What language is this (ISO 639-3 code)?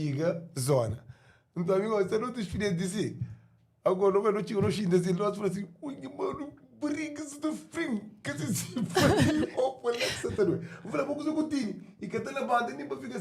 kea